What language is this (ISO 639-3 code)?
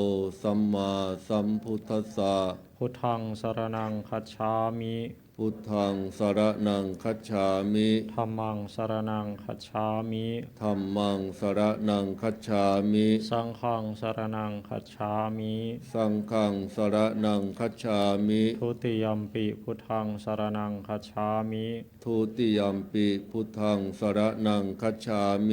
pli